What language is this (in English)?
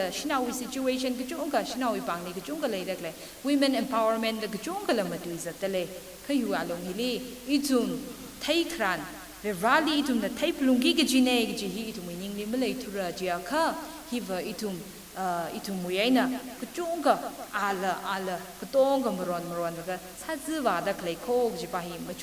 Tangkhul Naga (India)